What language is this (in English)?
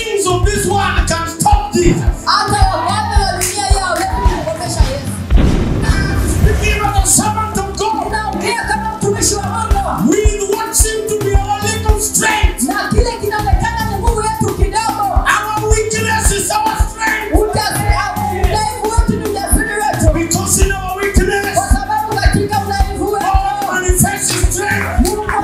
Swahili